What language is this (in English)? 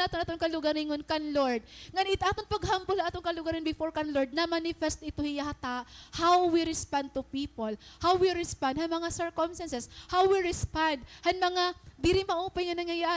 Waray